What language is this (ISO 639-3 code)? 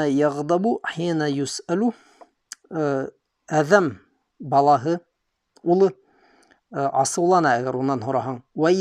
bak